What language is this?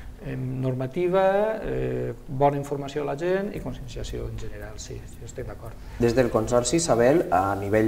Catalan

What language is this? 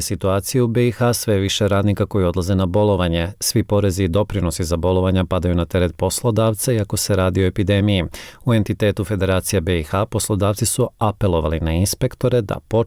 Bosnian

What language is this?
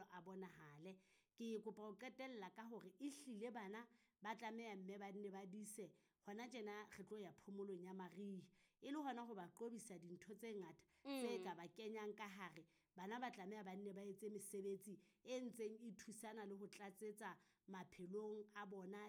Southern Sotho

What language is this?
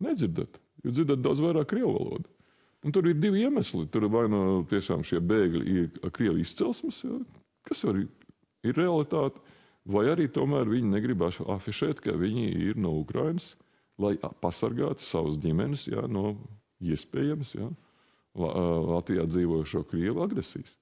Latvian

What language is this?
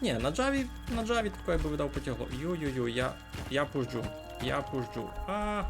Rusyn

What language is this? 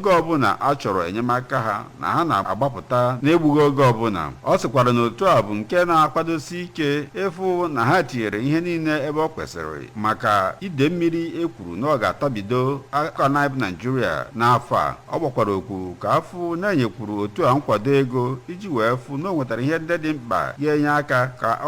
Igbo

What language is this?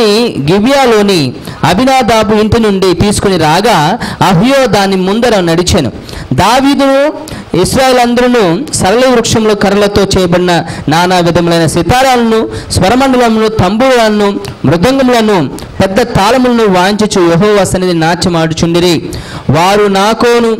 Telugu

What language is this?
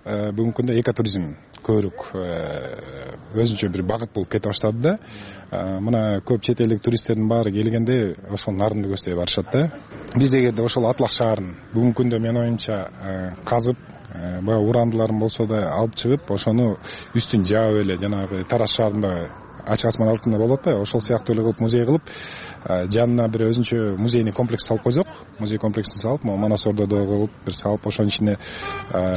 Kyrgyz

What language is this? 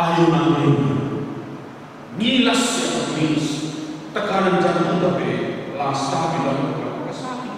Batak Karo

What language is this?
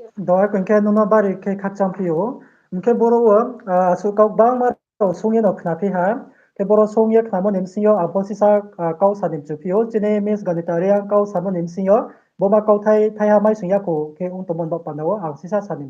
Riang (India)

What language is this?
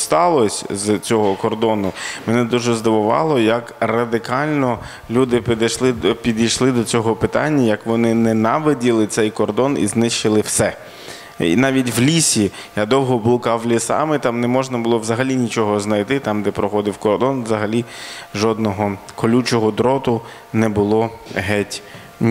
Ukrainian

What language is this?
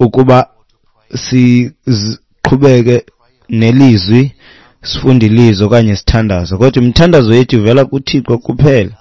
Xhosa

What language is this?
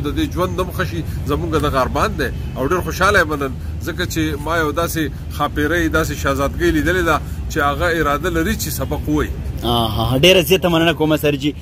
Pashto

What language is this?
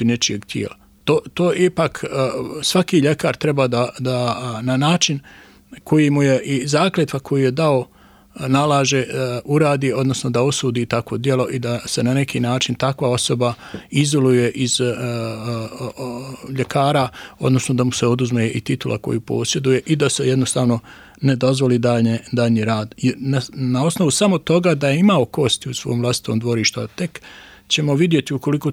Bosnian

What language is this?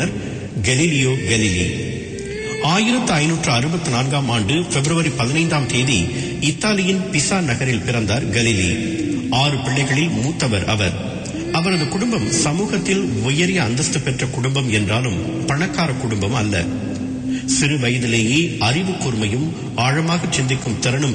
Tamil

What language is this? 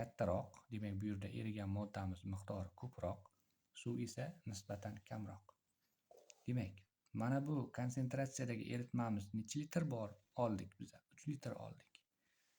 Uzbek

